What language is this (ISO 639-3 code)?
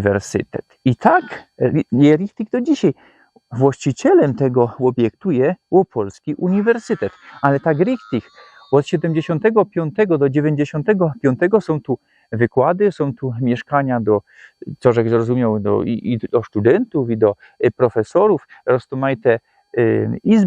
szl